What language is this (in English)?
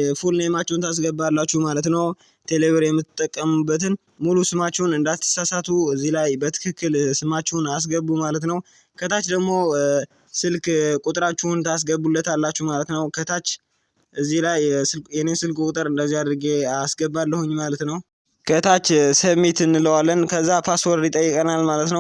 Amharic